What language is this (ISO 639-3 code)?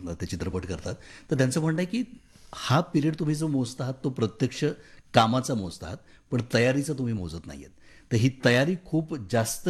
mar